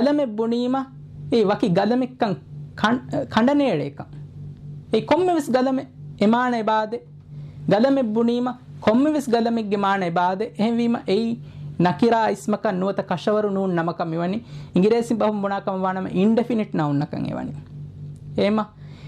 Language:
Divehi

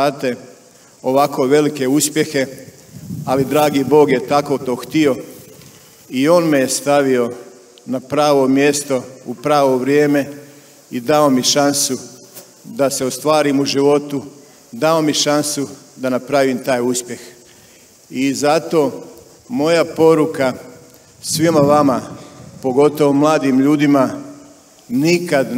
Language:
Croatian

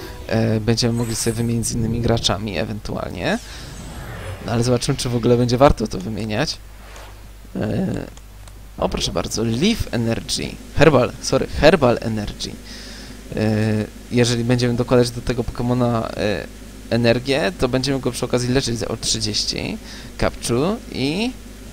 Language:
Polish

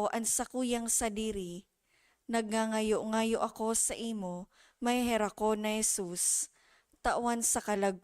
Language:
Bikol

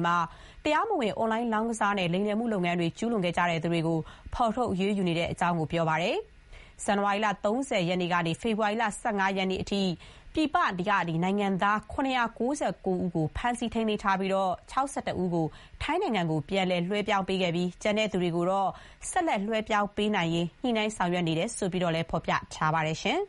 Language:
Burmese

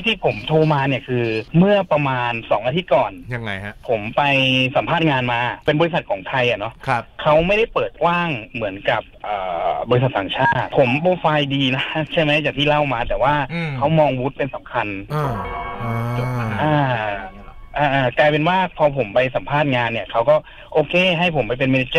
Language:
Thai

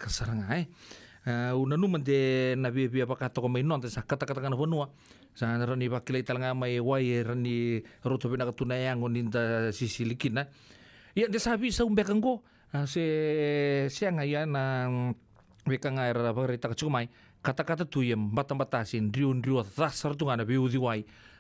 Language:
Fijian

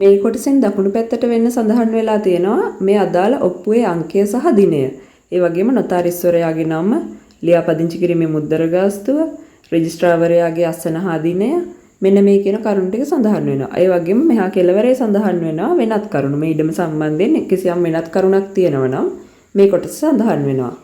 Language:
Sinhala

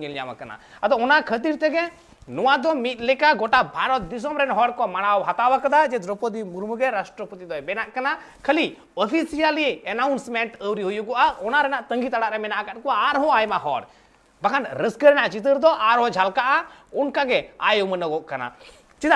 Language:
Santali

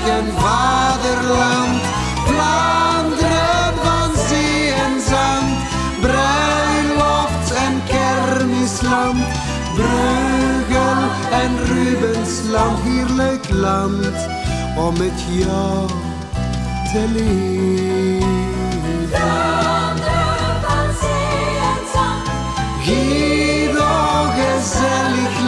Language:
Dutch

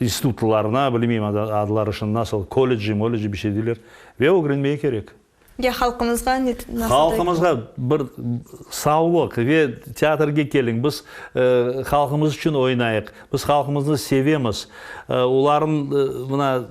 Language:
Crimean Tatar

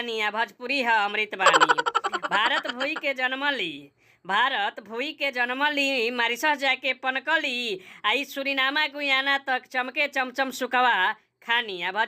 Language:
Bhojpuri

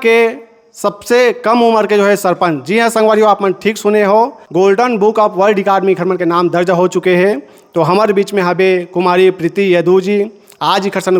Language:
Chhattisgarhi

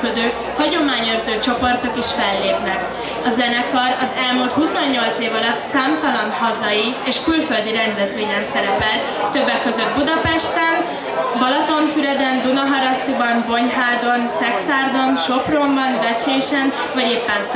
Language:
Hungarian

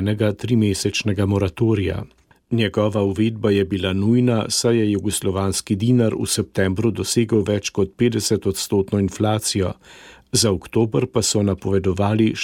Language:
Slovenian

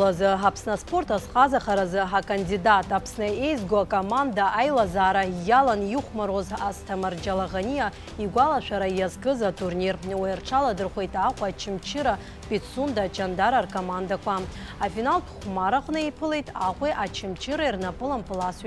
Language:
Abkhazian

